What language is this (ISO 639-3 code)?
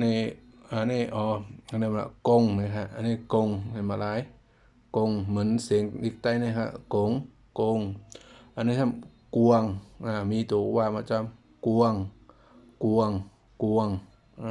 shn